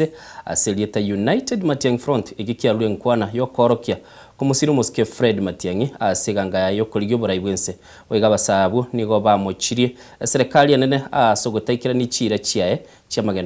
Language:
Gusii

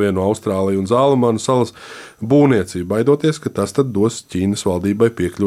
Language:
Latvian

